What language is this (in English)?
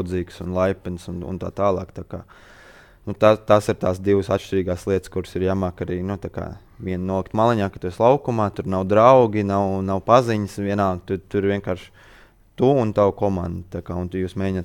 Latvian